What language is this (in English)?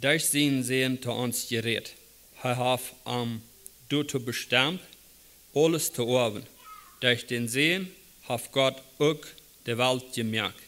Plautdietsch